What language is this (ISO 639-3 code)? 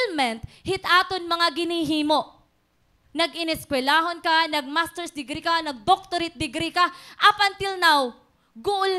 war